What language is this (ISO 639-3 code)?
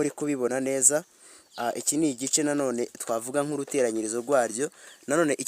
kin